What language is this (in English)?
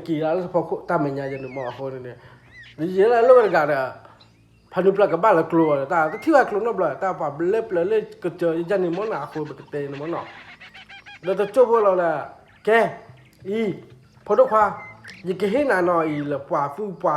S'gaw Karen